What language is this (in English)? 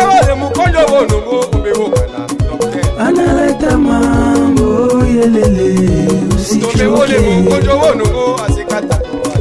Tetela